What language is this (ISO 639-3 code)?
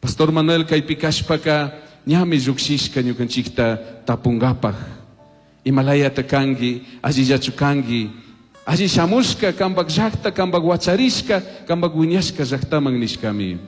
qug